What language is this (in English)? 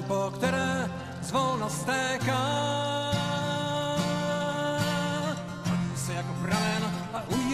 Czech